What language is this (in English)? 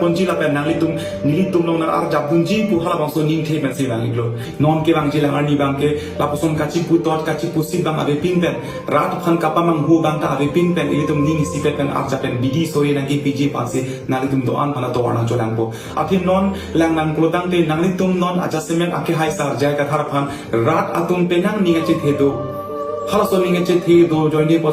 Karbi